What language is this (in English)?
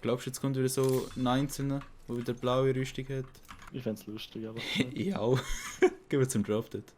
Swiss German